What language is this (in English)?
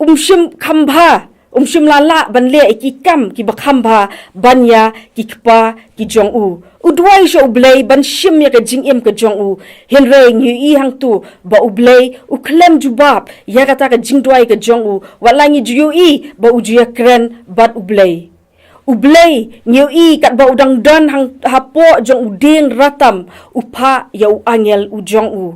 Khasi